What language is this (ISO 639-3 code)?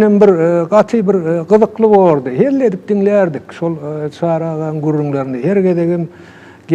tuk